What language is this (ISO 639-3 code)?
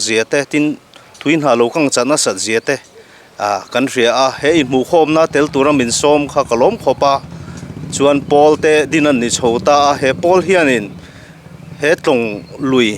lus